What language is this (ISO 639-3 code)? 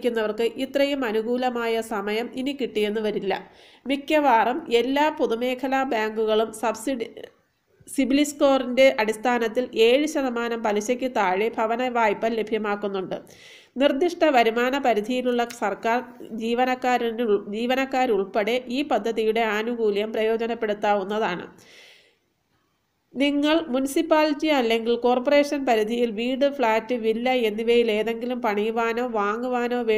mal